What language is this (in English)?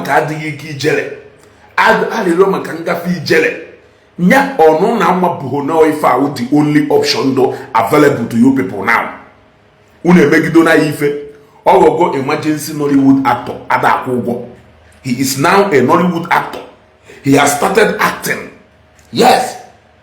Igbo